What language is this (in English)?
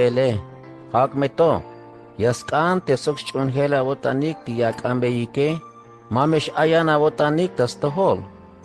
Tzeltal